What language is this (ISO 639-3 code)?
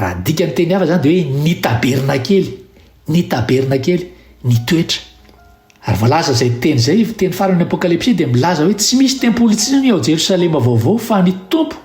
mlg